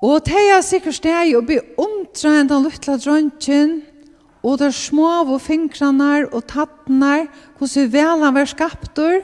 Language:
Faroese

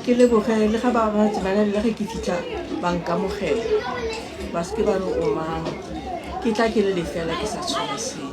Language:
Northern Sotho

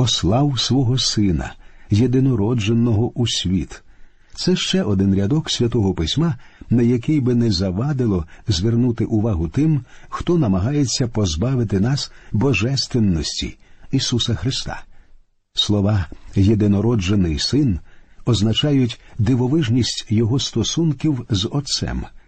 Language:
Ukrainian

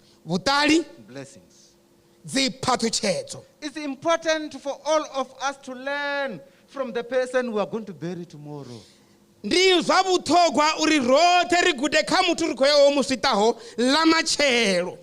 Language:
Venda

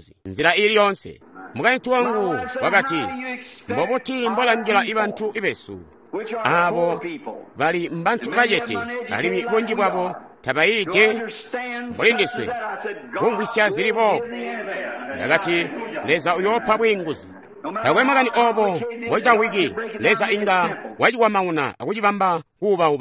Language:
Tonga (Zambia)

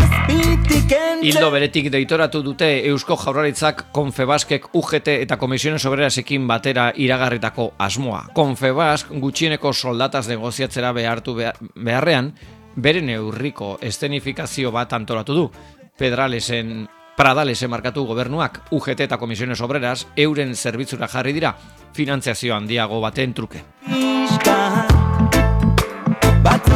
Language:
Basque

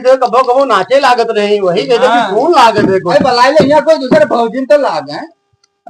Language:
Awadhi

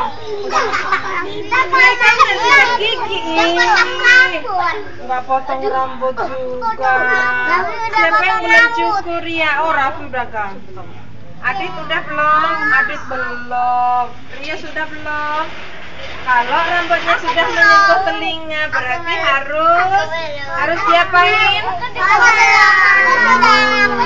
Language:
Indonesian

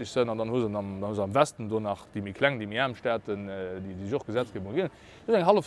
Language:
Luxembourgish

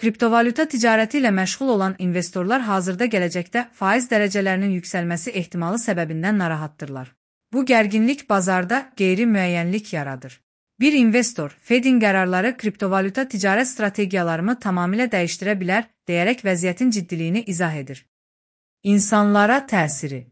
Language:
Azerbaijani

